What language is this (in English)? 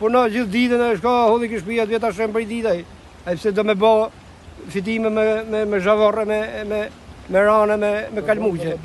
Albanian